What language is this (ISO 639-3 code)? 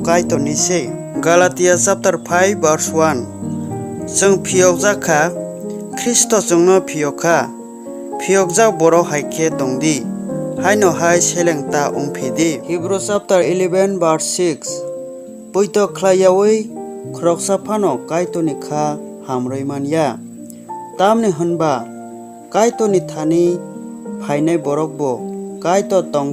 trp